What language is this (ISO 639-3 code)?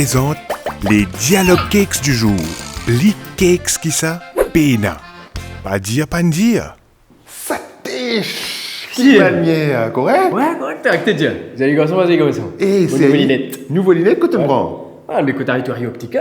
mfe